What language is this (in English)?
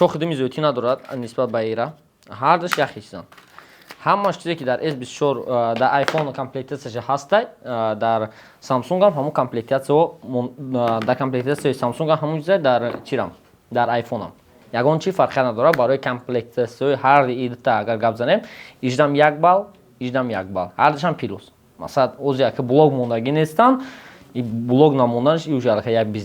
Tajik